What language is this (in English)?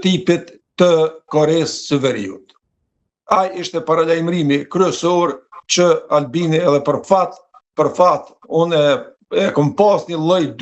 Albanian